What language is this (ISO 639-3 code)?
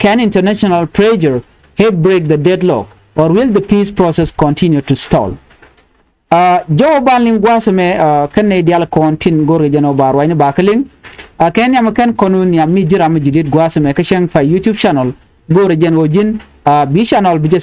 nus